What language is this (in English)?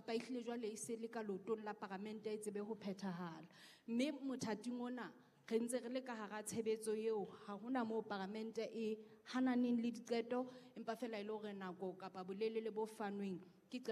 Southern Sotho